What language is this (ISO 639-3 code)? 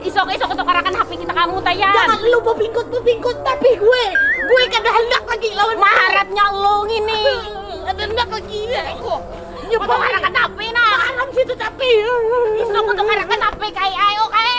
bjn